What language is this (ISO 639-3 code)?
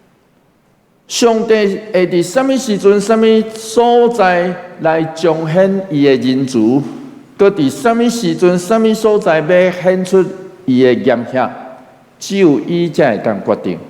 nan